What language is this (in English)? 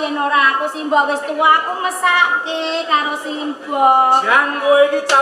Javanese